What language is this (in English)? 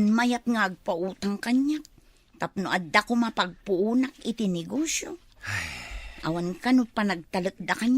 Iloko